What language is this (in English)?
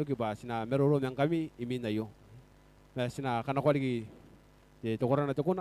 Gilbertese